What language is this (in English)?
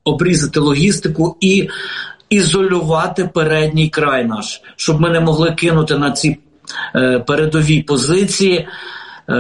Ukrainian